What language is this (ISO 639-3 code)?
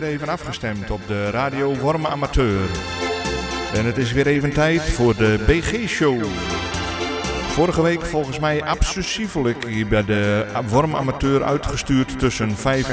nld